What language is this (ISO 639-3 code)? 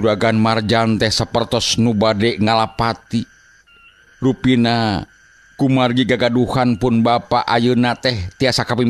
sun